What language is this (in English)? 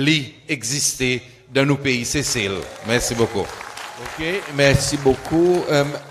Seselwa Creole French